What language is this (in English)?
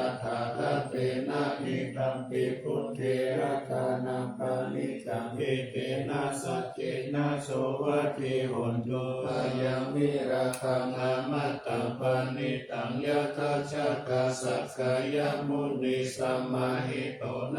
Pali